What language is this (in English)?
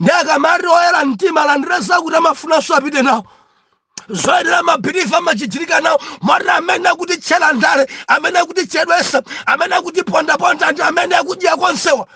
Nyanja